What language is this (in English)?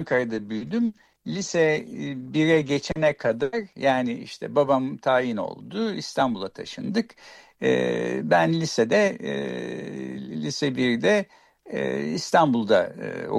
Turkish